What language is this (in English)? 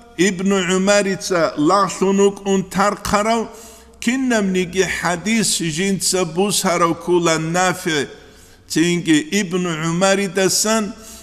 Avaric